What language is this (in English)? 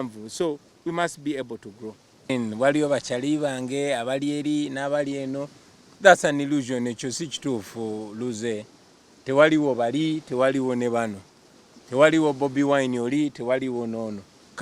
Ganda